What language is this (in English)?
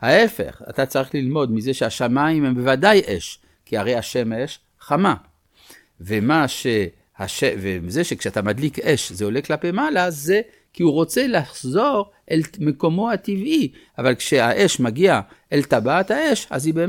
Hebrew